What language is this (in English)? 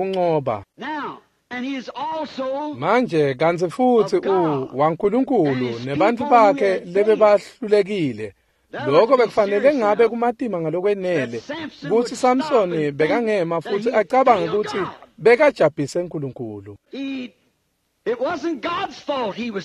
Swati